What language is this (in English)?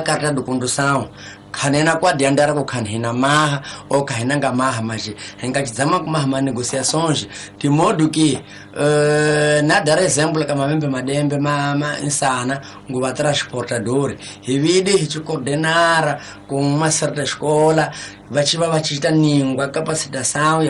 Tsonga